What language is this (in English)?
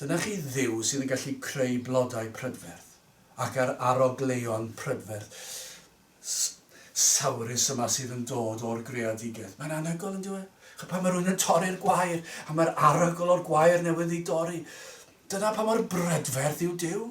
Welsh